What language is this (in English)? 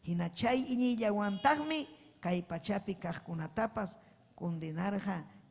Ayacucho Quechua